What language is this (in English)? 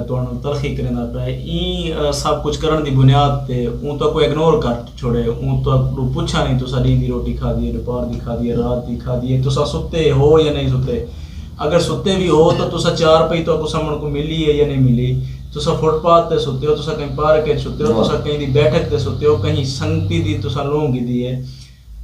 Saraiki